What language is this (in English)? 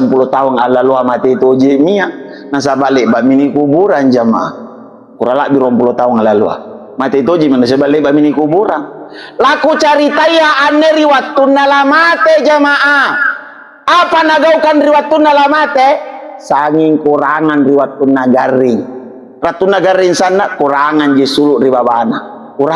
Makasar